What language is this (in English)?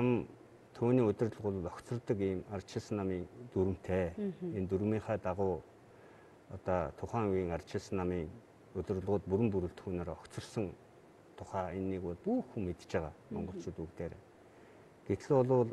Mongolian